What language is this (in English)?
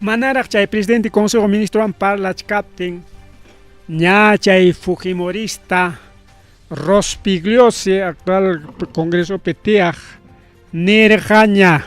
Ayacucho Quechua